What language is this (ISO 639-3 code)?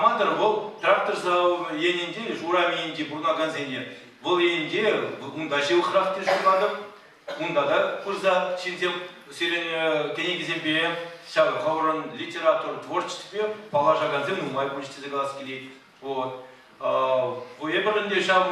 chv